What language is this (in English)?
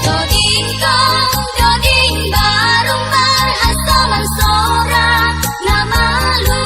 Batak Simalungun